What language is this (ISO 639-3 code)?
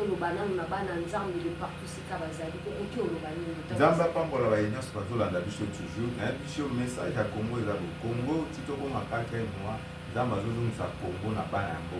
lin